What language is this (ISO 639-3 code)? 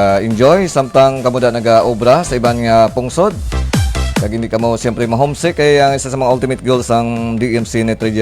hil